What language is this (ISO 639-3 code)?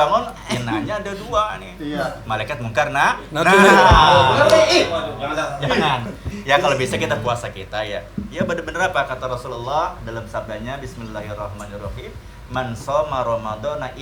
bew